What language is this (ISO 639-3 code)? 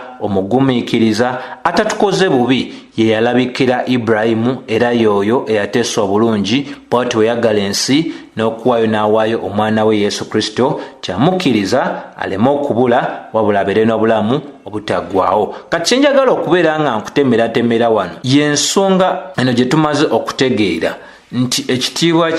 lug